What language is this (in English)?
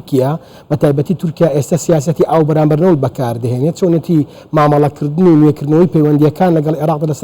Central Kurdish